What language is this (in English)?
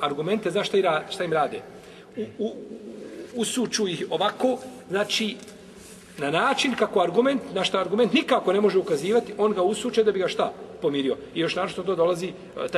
Bosnian